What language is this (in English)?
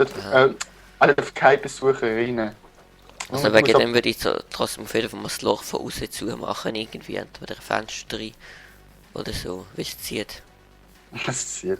Swiss German